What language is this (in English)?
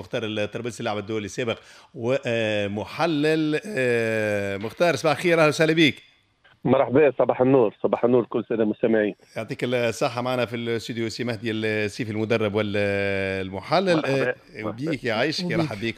Tunisian Arabic